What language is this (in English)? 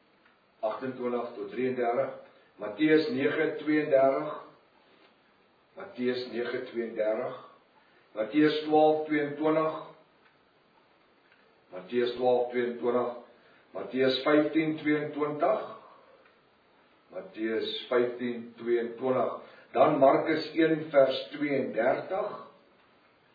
Afrikaans